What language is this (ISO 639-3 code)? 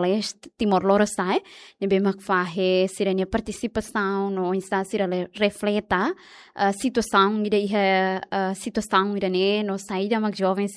tet